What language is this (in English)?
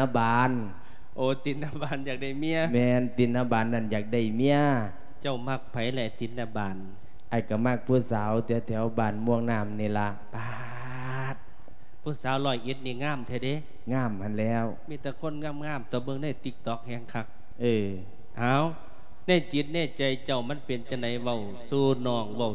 Lao